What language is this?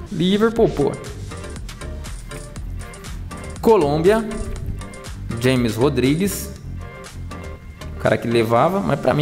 Portuguese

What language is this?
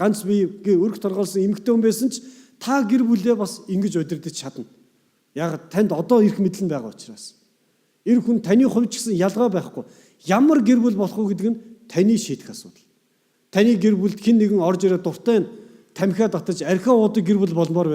Mongolian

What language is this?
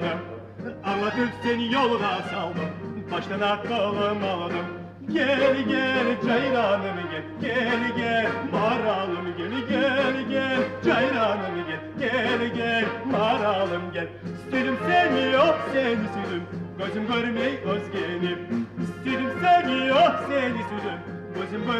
Kumyk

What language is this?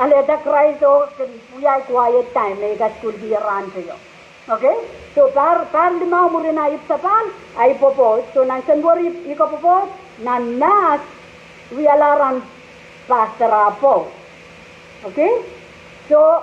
Pohnpeian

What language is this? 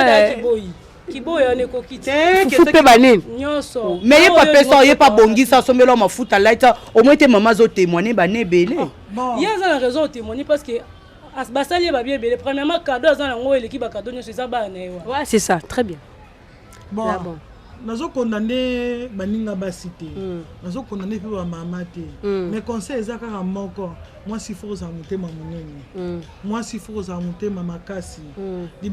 Lingala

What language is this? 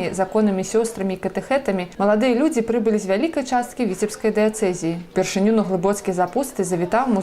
Belarusian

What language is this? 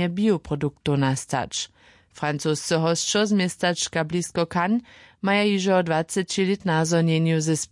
Upper Sorbian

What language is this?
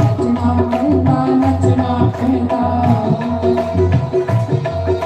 Dogri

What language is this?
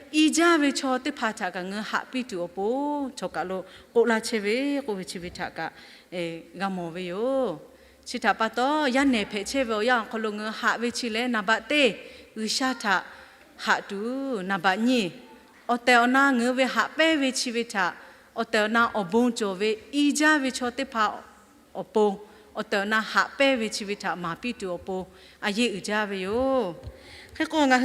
Lahu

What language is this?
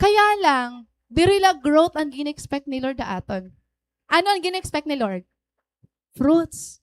Waray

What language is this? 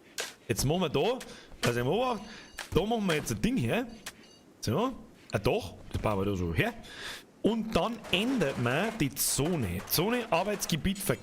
Bavarian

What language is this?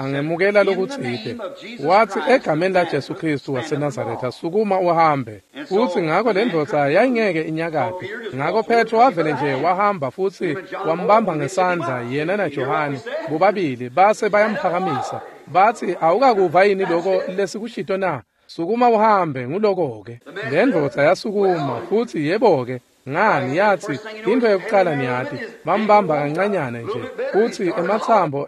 Swati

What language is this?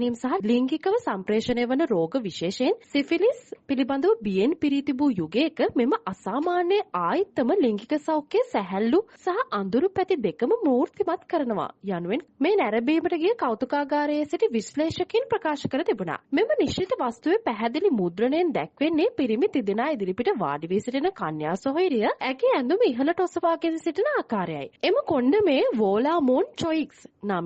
Sinhala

